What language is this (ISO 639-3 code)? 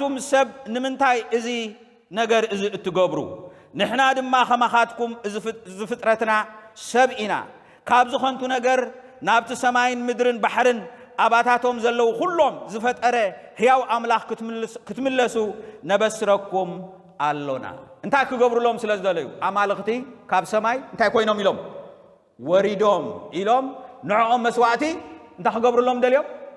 tir